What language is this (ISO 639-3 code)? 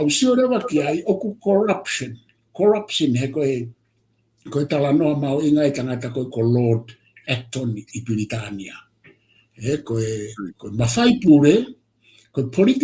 ton